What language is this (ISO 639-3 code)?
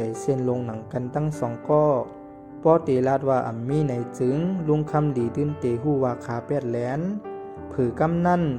shn